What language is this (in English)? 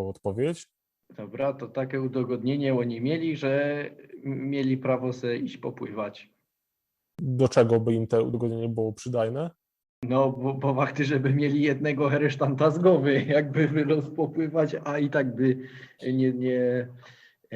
Silesian